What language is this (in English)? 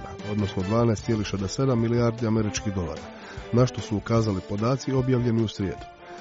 Croatian